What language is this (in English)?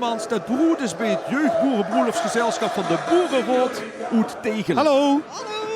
Limburgish